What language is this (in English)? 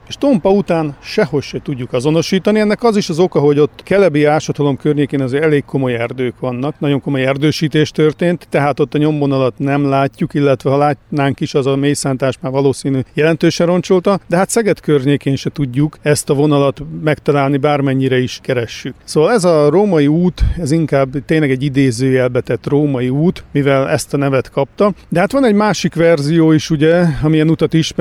Hungarian